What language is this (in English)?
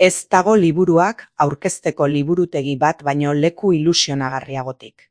Basque